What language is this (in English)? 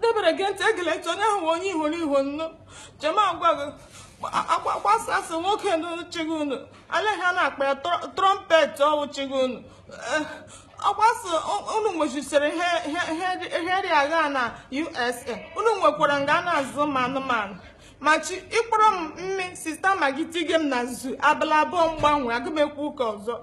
Igbo